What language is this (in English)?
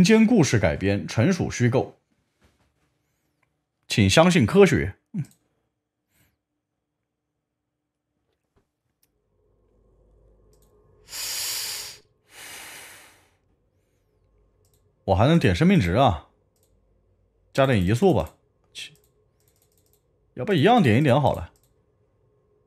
Chinese